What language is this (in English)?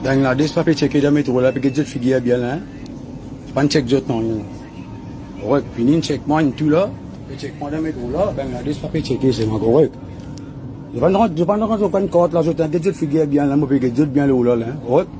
Morisyen